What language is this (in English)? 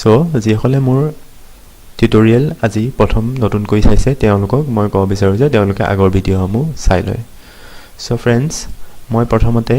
Assamese